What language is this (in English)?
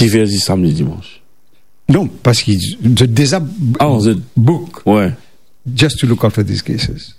Morisyen